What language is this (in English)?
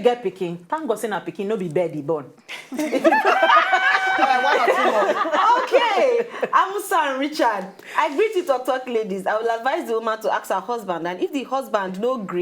Nigerian Pidgin